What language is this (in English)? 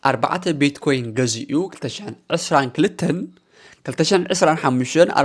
Tigrinya